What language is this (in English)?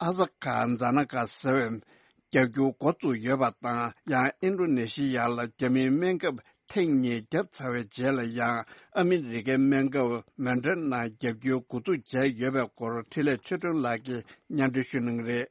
Tibetan